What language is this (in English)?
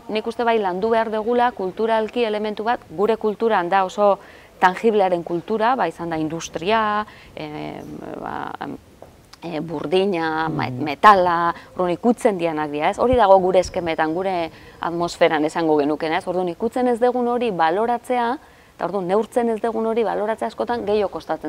Basque